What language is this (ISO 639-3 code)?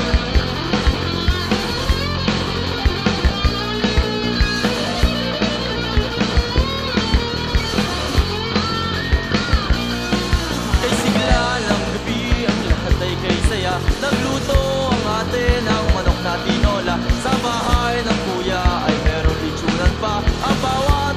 fil